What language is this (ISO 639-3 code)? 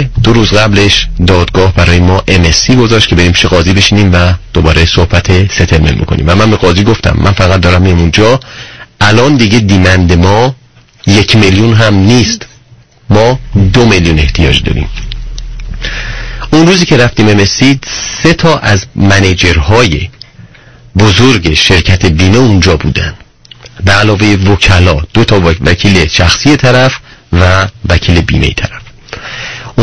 fas